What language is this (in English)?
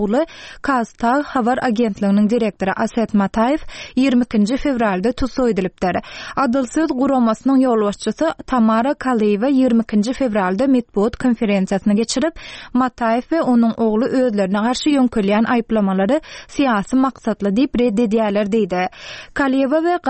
Turkmen